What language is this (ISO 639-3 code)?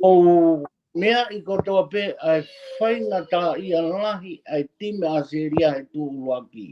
ton